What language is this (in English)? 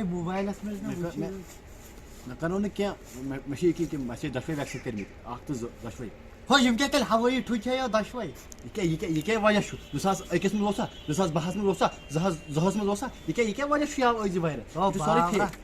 Kashmiri